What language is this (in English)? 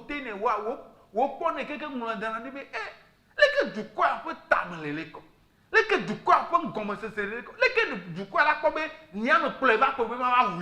Ewe